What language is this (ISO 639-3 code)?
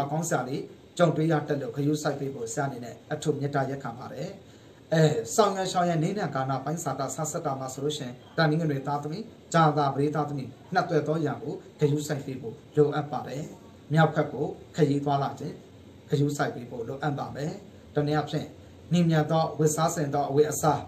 mya